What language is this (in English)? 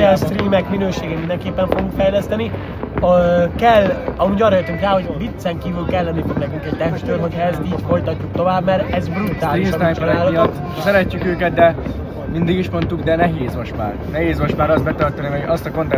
Hungarian